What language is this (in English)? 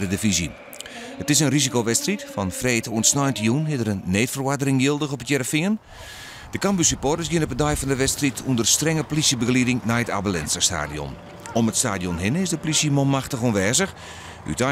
Western Frisian